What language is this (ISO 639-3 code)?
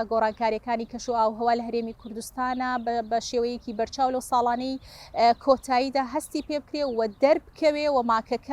ckb